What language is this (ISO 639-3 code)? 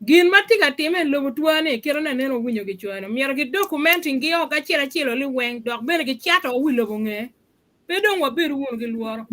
ach